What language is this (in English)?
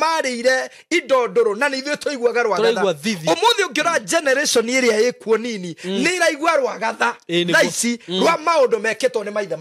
Kikuyu